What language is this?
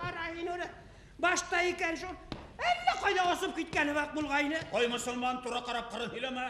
Bashkir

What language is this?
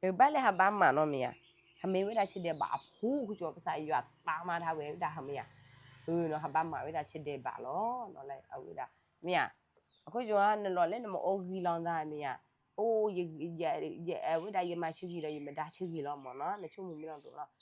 S'gaw Karen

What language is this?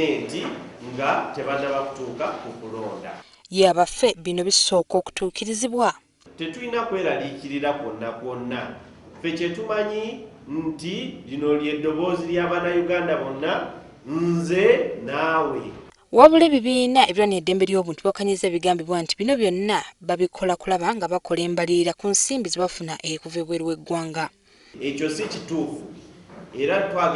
Ganda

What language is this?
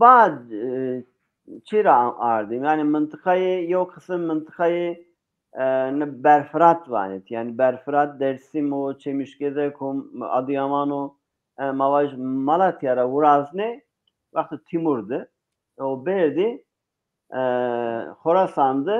Zaza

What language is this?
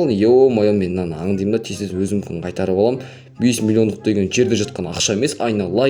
Kazakh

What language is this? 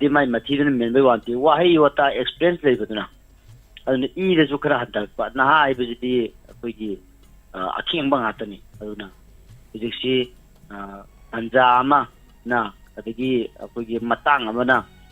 Manipuri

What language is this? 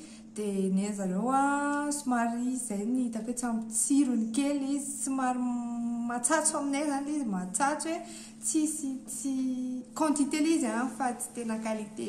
Malagasy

